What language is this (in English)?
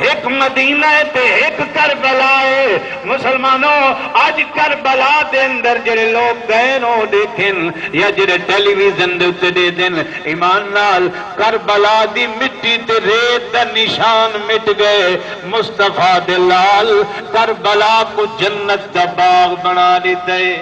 Saraiki